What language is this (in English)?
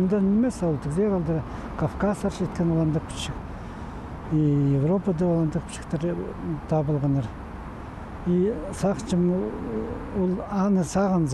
Khakas